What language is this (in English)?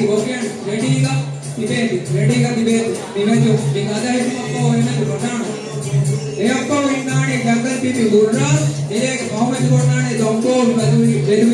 Divehi